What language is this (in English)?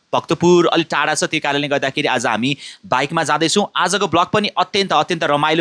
Nepali